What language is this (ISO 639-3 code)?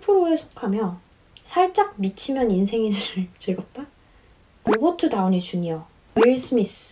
kor